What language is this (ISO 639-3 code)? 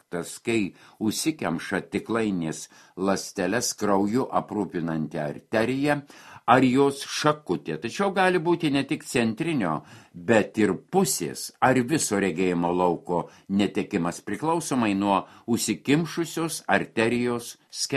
lit